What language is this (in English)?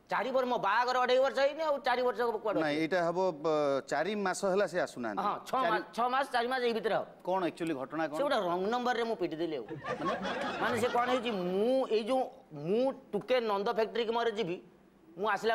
Odia